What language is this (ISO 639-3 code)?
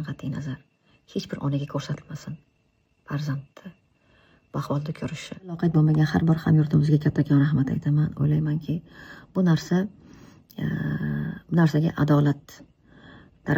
uzb